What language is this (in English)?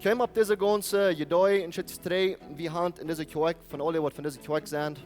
Plautdietsch